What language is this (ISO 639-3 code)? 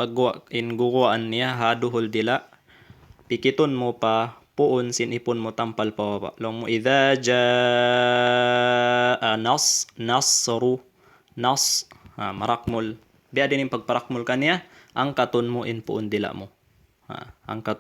tsg